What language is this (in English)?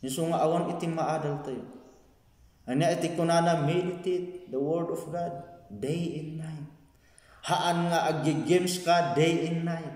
Iloko